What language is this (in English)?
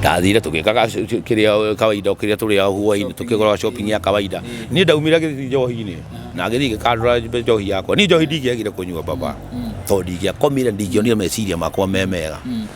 Kikuyu